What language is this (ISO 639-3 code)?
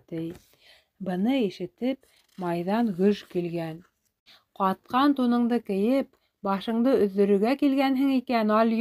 bak